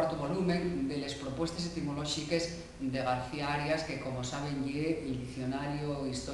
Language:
Asturian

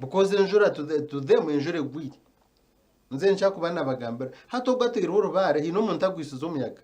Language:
Nyankole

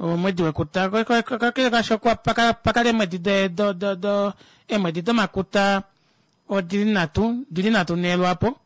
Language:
Kuanyama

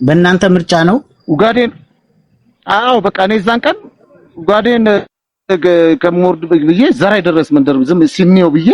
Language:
Amharic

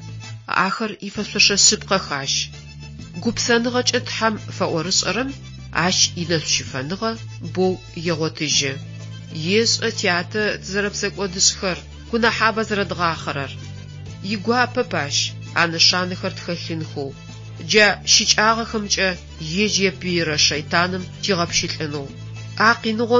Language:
Adyghe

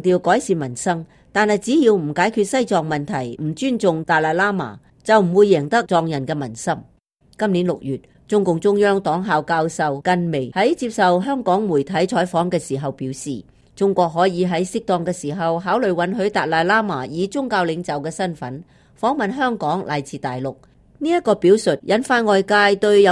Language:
Cantonese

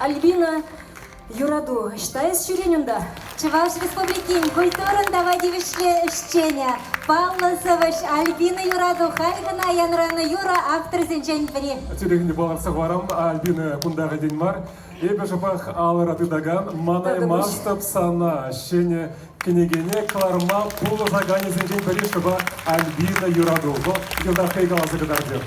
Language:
Chuvash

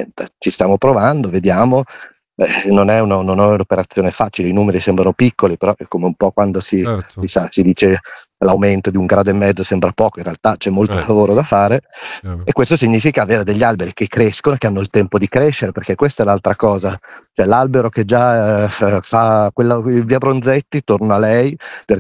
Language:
Italian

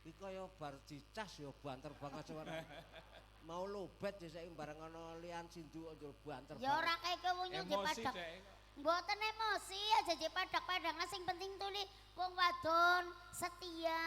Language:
Javanese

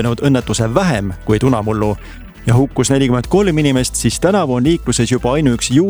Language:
Estonian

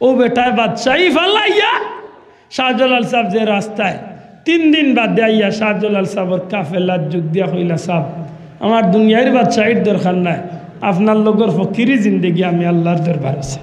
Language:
Sylheti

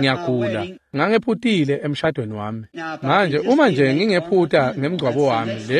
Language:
Swati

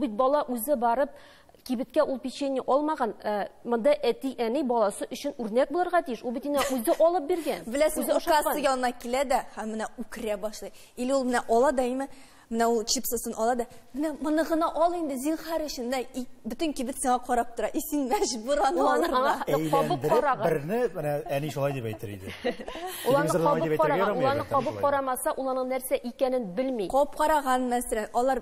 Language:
Tatar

